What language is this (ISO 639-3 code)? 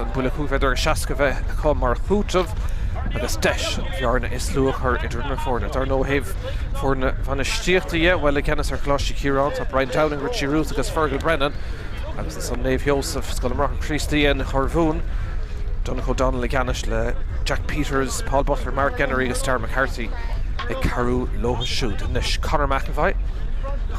gle